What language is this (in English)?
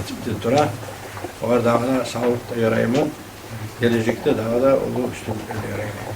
Kumyk